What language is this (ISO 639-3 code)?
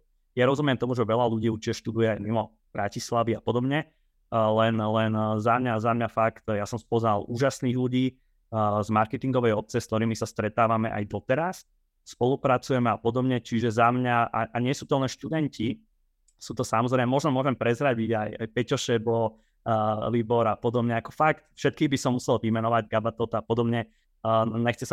slk